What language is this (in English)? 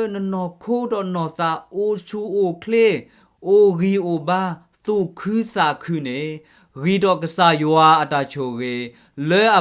S'gaw Karen